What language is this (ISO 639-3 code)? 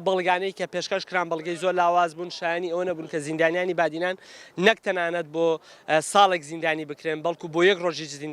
ckb